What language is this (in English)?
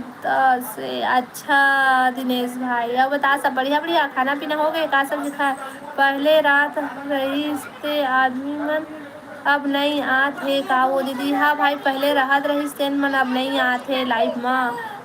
Chhattisgarhi